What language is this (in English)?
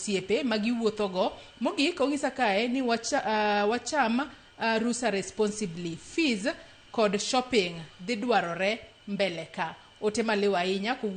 Luo (Kenya and Tanzania)